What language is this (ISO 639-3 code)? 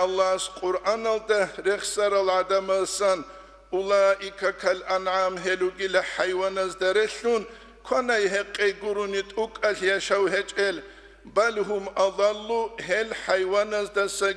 ava